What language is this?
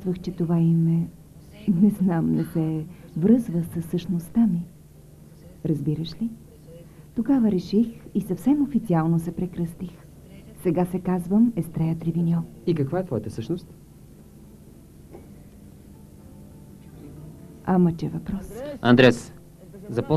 Bulgarian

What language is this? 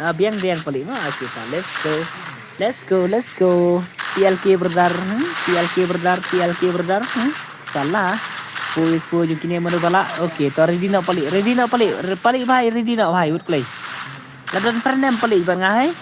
Khasi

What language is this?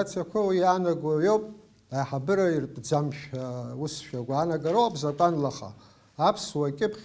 Abkhazian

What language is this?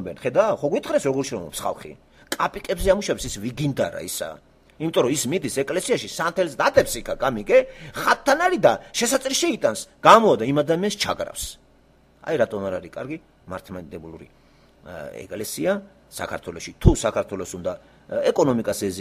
Georgian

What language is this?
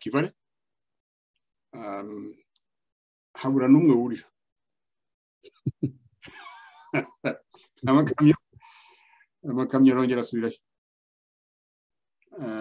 Kinyarwanda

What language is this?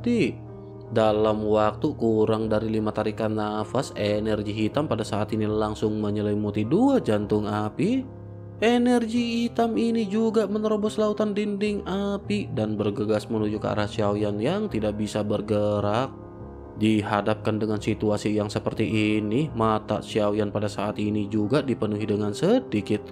Indonesian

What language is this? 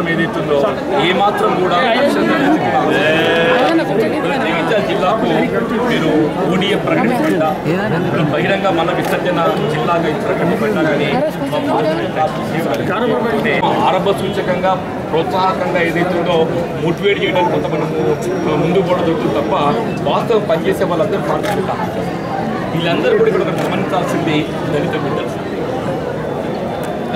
Telugu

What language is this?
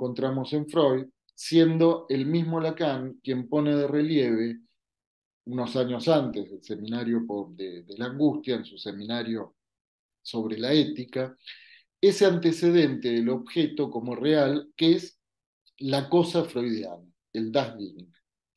Spanish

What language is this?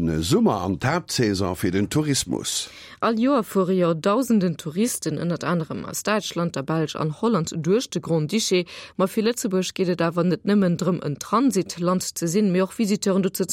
Luxembourgish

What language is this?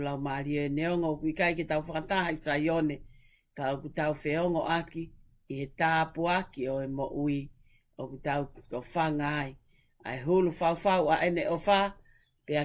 Tongan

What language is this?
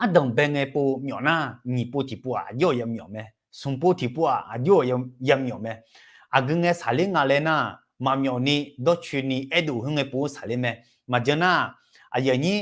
Akha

